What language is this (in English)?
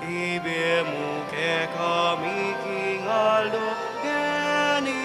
Pampanga